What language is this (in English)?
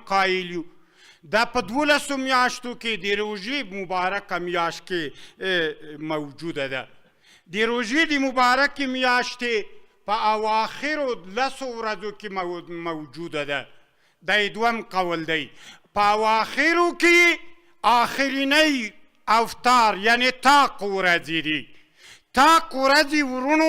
Pashto